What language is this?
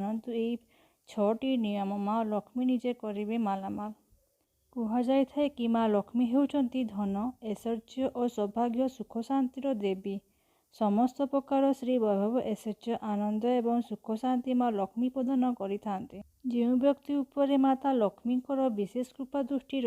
Odia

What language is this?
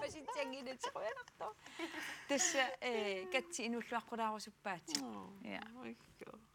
Kalaallisut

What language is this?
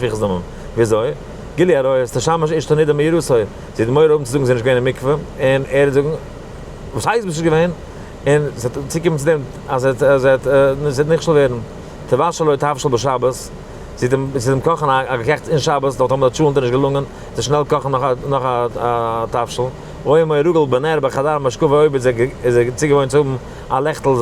Yiddish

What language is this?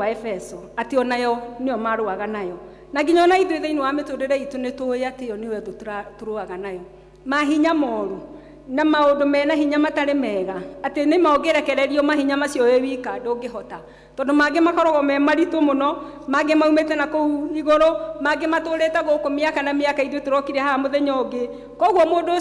Kikuyu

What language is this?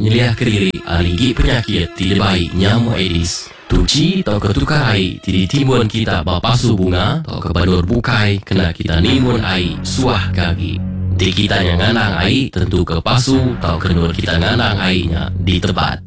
Iban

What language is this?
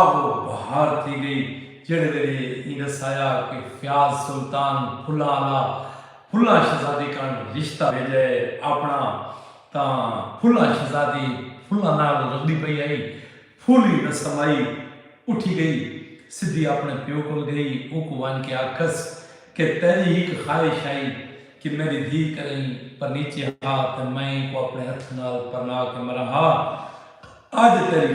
Saraiki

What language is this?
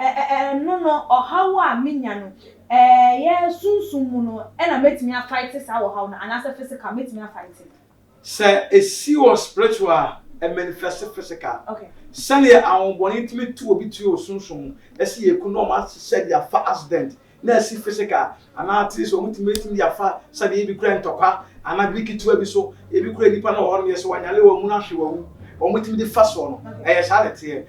Akan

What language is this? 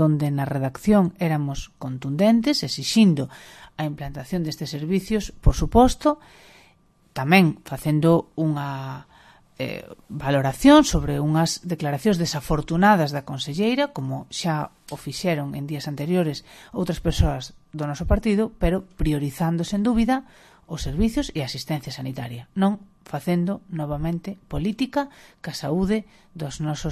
Galician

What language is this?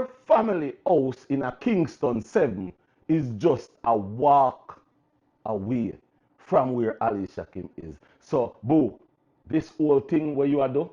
Jamaican Creole English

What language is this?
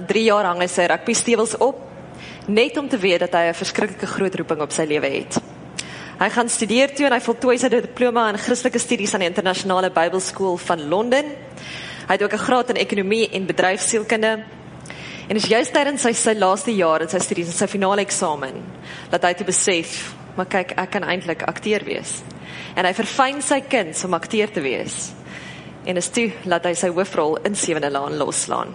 Afrikaans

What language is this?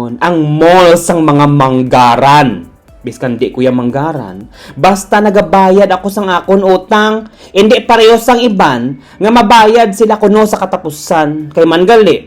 Hiligaynon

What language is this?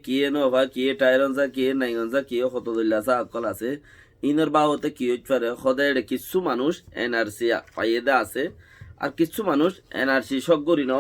Rohingya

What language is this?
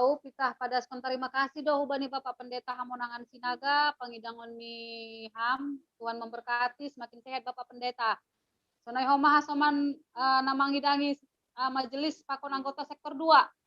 Batak Simalungun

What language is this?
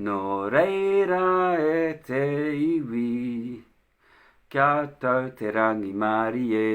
Māori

